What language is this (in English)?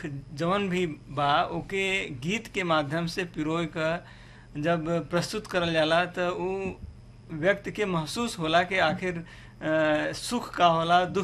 Bhojpuri